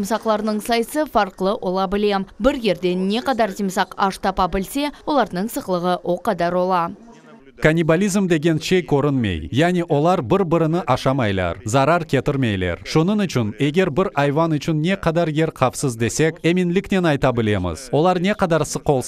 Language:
Crimean Tatar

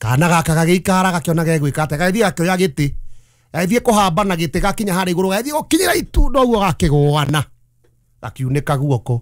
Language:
Kikuyu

